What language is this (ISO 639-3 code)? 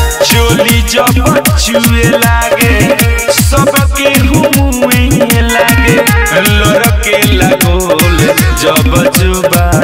bho